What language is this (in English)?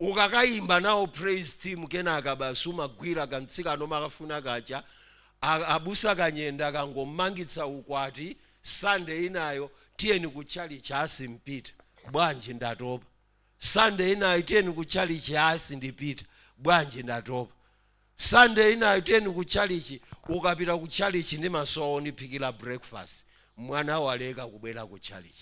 Nyanja